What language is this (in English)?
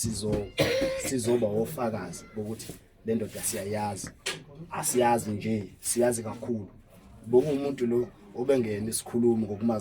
Zulu